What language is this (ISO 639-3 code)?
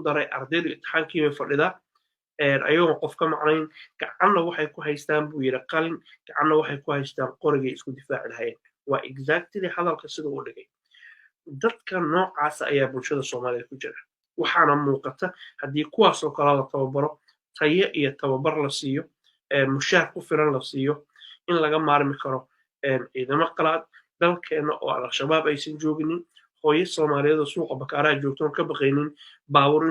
som